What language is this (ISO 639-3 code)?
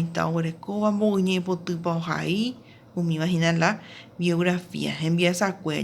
grn